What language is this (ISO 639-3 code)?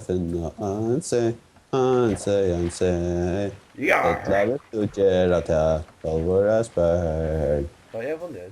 fao